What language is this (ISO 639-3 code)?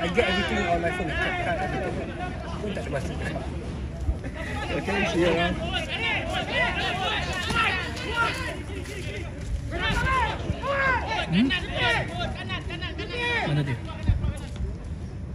msa